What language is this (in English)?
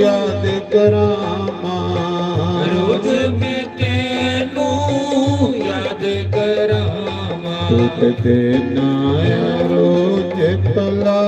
Dogri